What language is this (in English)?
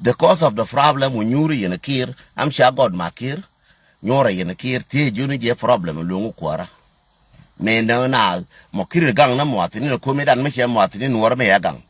Nuer